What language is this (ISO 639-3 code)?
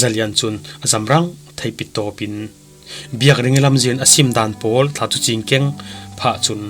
cfm